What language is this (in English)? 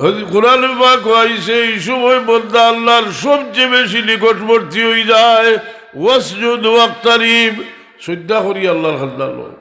Sylheti